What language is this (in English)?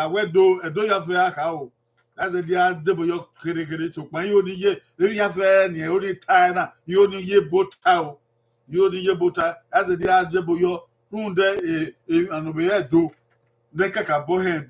Bini